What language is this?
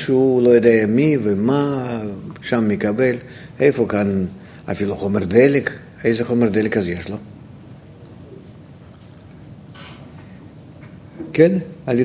Hebrew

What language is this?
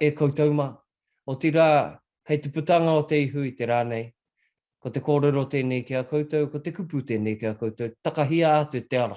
Māori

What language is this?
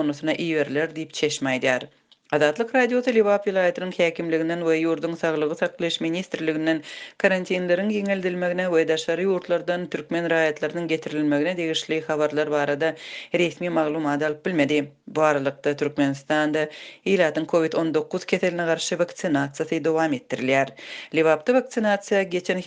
Turkmen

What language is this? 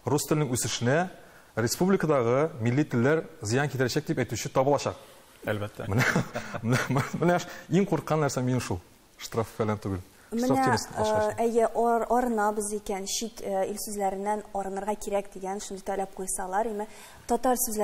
Tatar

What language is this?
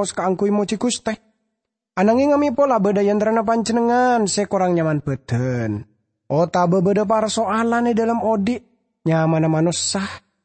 Madurese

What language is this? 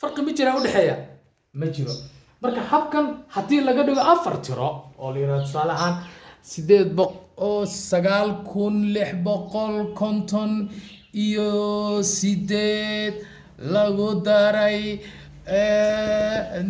Somali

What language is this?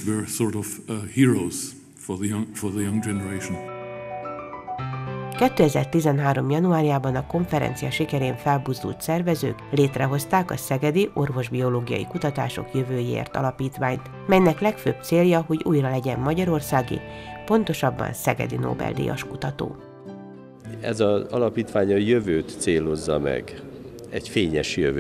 Hungarian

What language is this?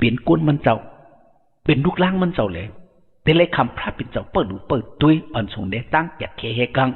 Shan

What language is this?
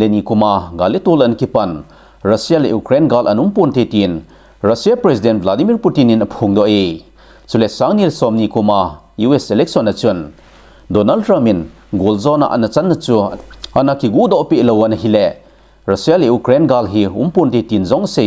Thado Chin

